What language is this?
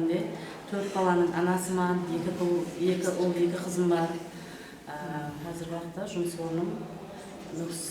Kara-Kalpak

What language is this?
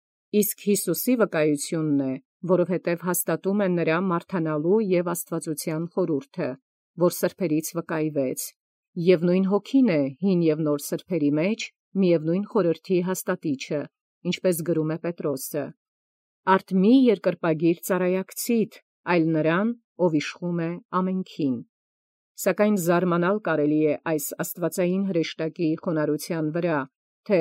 Armenian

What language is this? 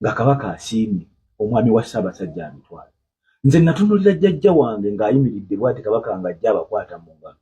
Ganda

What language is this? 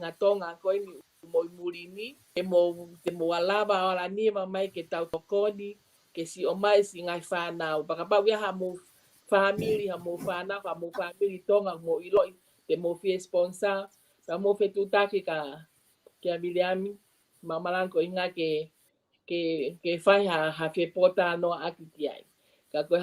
Tongan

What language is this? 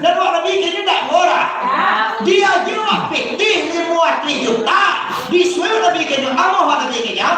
Minangkabau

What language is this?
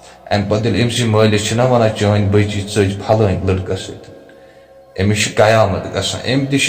Kashmiri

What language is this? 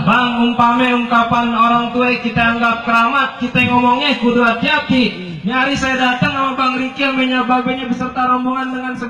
Betawi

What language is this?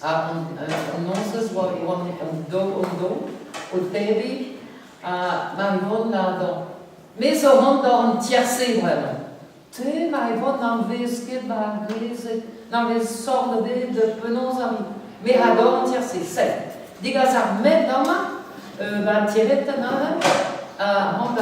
Breton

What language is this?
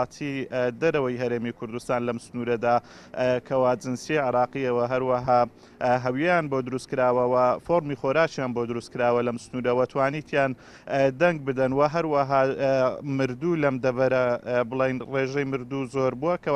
Central Kurdish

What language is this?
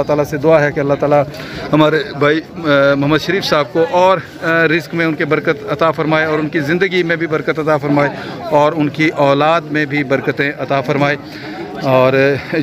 Urdu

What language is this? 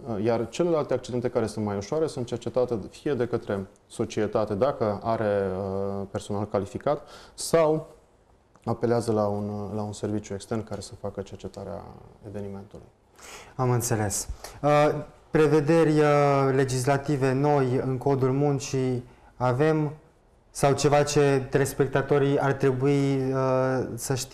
Romanian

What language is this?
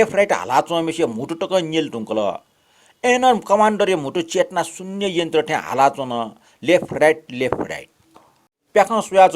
Newari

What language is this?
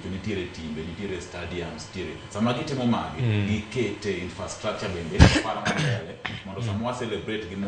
Luo (Kenya and Tanzania)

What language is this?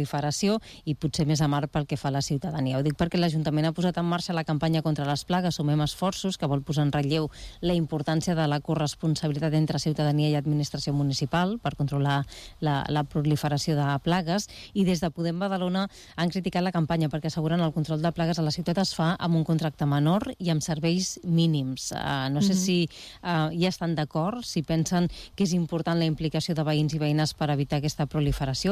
Catalan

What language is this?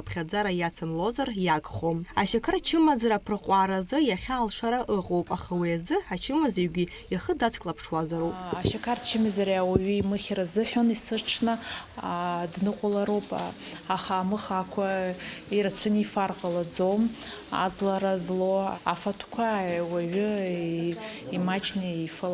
Abkhazian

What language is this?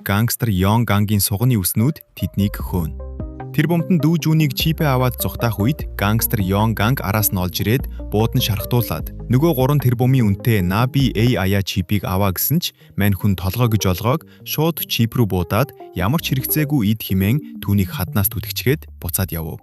Mongolian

